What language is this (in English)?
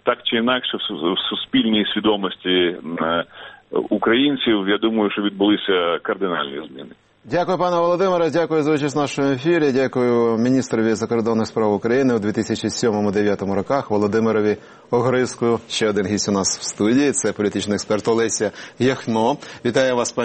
Ukrainian